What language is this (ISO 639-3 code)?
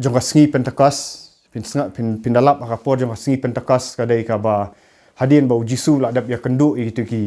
kha